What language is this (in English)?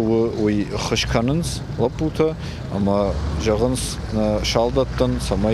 Ossetic